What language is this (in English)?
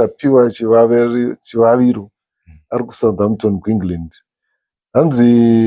Shona